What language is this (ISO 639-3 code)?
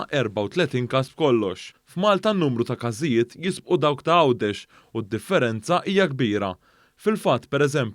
mlt